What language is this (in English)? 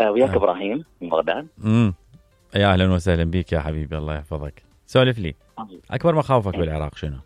Mesopotamian Arabic